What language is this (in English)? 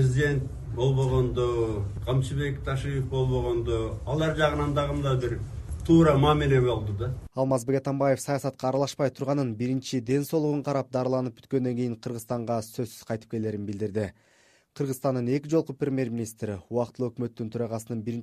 Kyrgyz